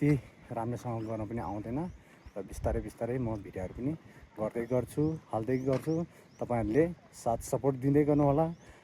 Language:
Nepali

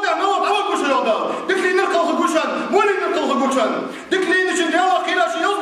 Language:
Ingush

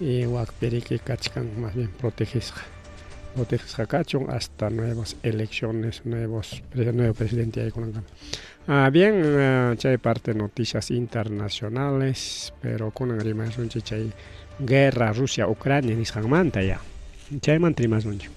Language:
Ayacucho Quechua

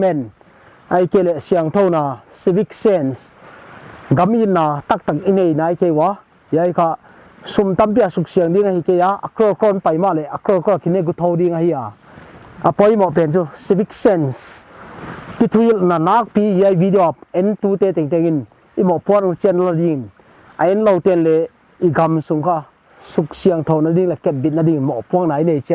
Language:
Paite Chin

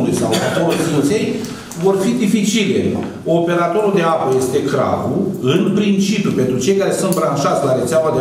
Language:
Romanian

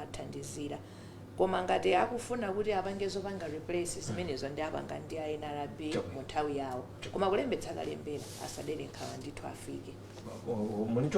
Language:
Nyanja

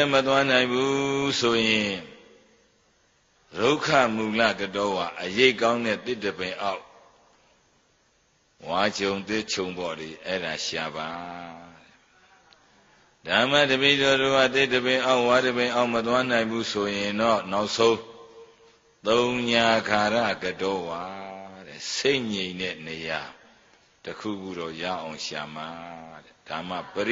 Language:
Burmese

